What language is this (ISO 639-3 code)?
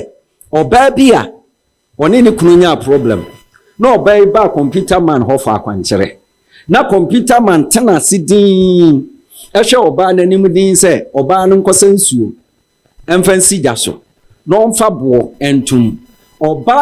aka